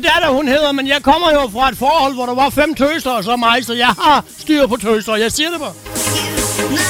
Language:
Danish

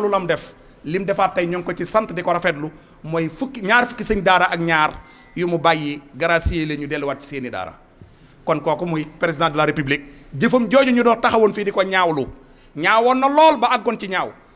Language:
Wolof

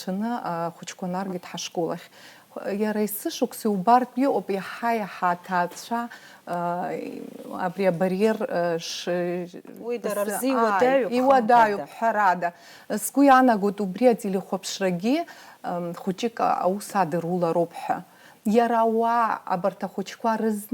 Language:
Abkhazian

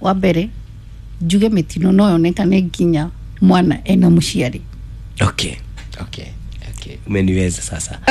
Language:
Kikuyu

